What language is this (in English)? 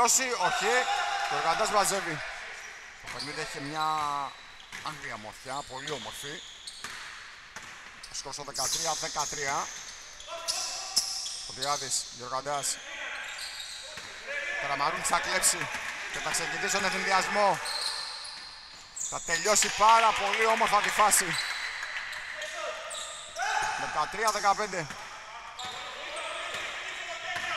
Greek